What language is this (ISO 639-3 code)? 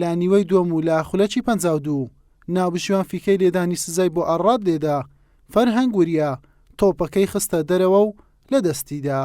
ckb